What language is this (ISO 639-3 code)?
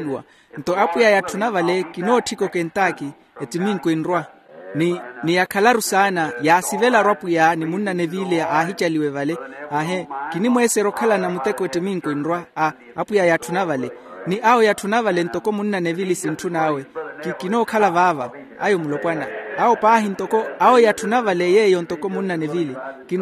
vmw